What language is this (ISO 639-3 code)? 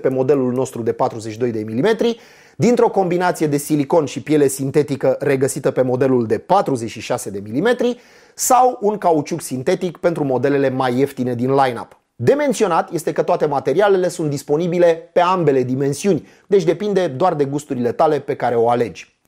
ron